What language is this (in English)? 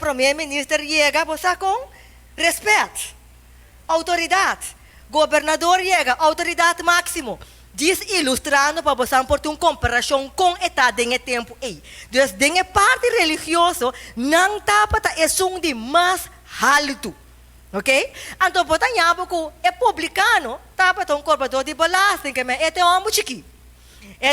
Papiamento